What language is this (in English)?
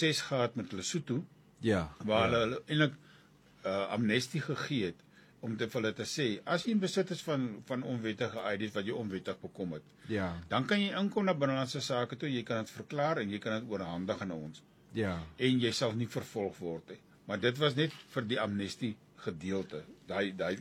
Afrikaans